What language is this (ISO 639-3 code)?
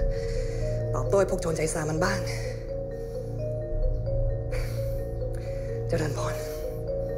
tha